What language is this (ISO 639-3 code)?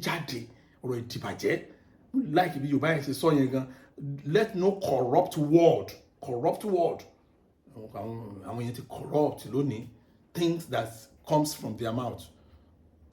yor